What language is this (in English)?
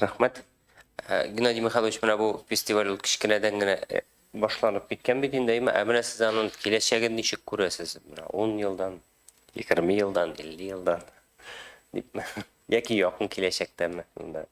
Tatar